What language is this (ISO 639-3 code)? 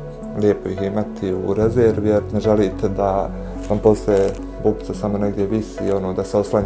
bos